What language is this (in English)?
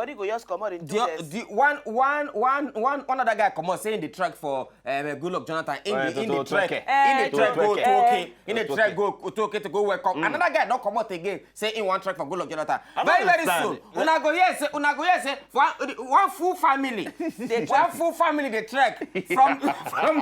Nigerian Pidgin